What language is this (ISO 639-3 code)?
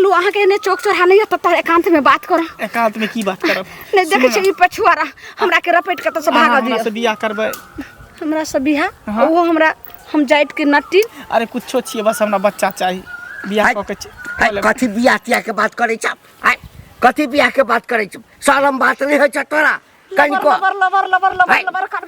mai